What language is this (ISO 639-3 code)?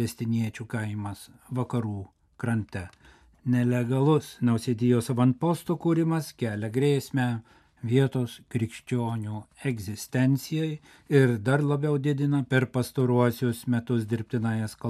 lit